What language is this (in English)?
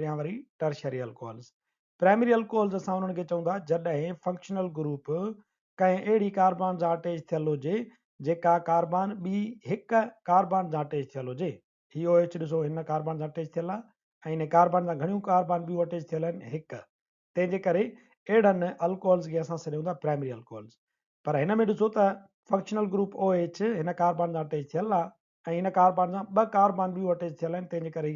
Sindhi